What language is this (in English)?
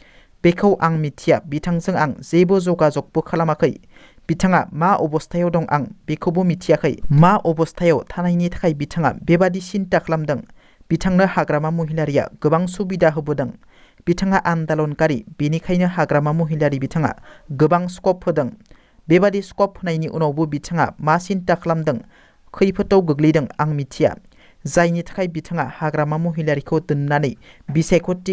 Bodo